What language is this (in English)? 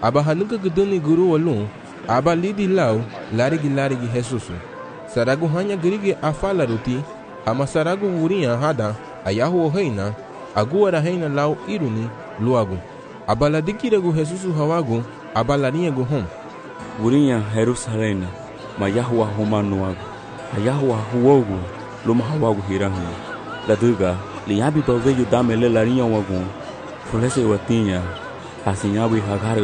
Garifuna